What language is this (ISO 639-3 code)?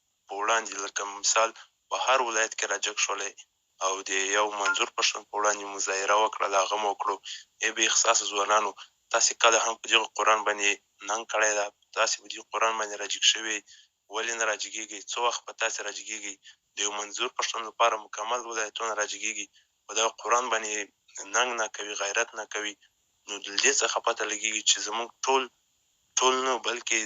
pus